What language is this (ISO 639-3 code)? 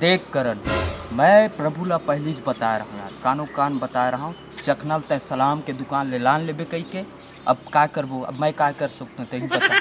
hne